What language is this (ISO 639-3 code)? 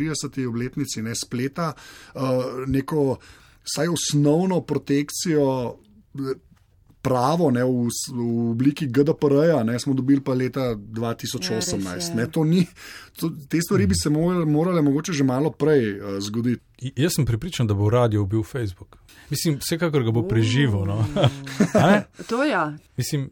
slv